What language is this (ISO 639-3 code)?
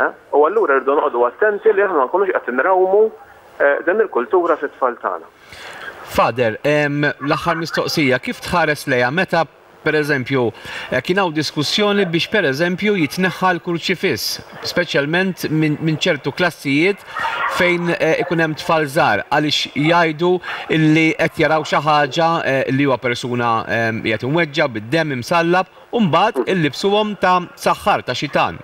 mlt